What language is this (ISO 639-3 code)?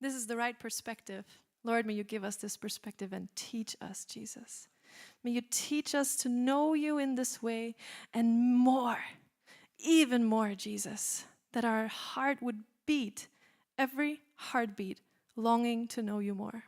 eng